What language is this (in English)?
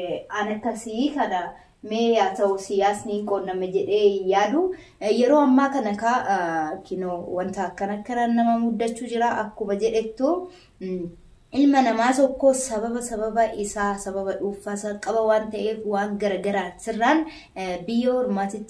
Oromo